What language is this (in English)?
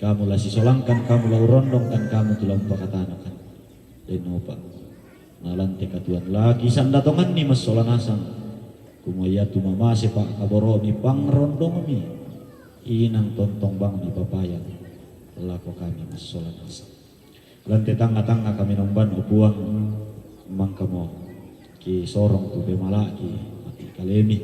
Toraja-Sa'dan